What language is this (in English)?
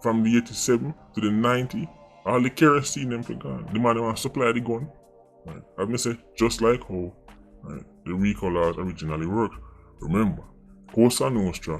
Jamaican Creole English